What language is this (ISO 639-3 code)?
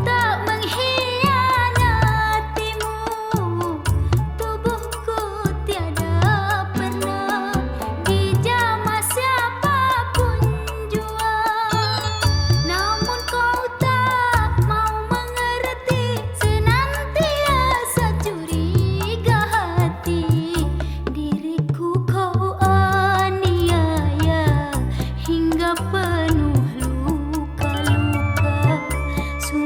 msa